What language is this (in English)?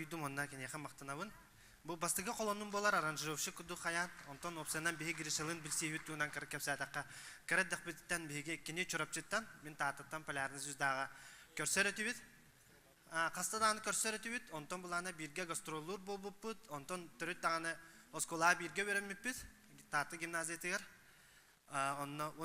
Yakut